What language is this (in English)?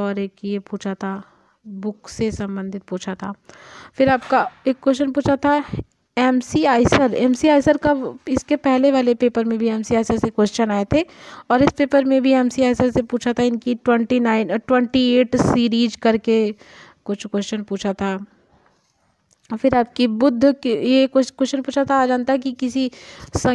Hindi